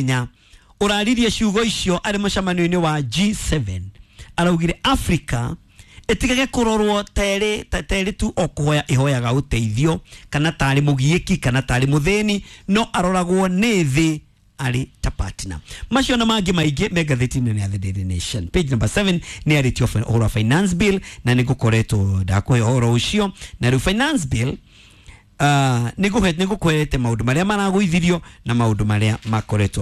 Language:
Kikuyu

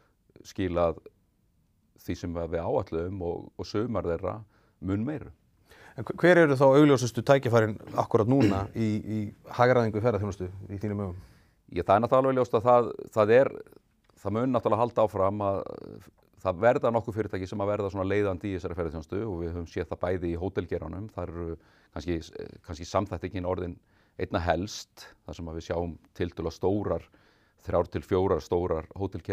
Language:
Icelandic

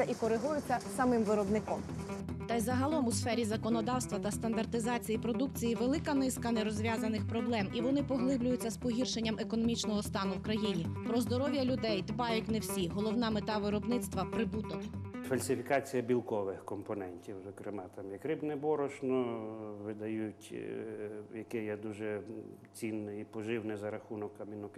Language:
Ukrainian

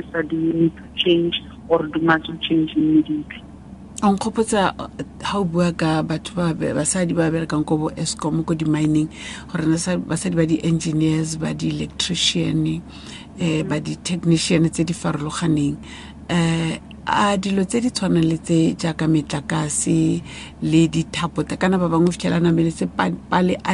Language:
Tswana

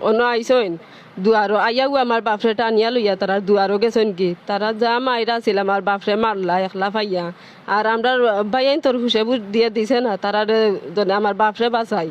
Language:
Sylheti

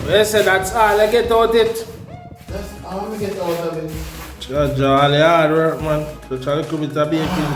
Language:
Jamaican Creole English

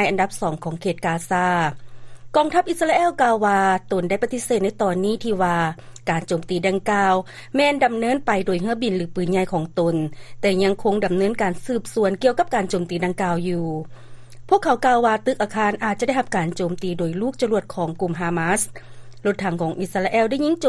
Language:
Lao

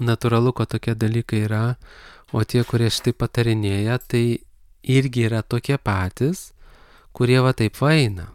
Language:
Lithuanian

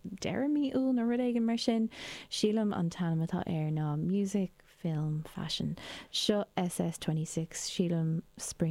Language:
Irish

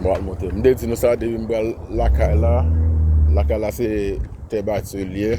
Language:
Haitian Creole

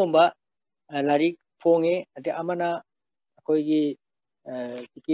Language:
Manipuri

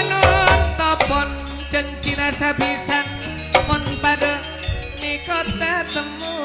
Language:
Madurese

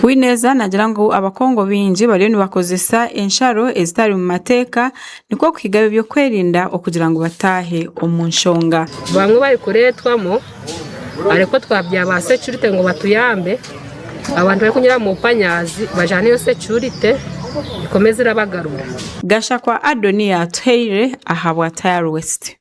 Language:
Nyankole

